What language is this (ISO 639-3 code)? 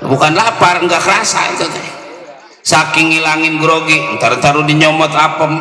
bew